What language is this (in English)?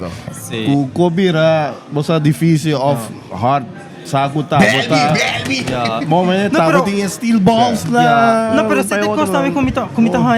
Papiamento